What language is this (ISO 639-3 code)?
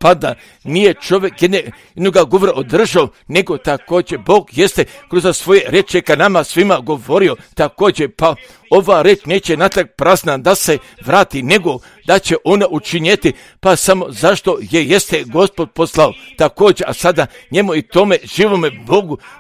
hrv